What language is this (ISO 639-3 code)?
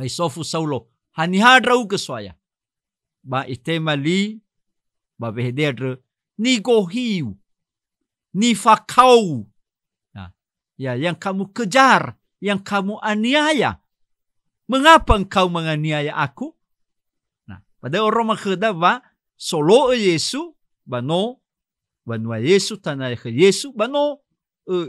nia